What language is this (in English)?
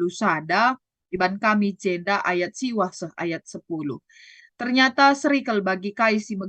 Batak Karo